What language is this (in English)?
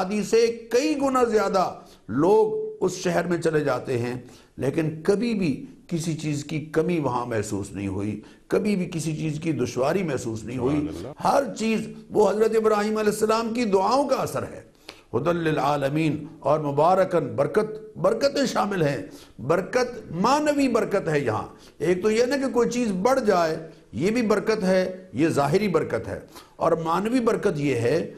Urdu